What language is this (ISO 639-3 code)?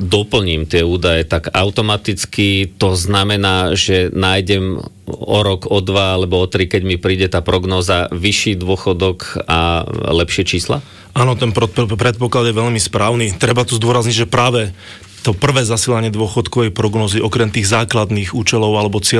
slk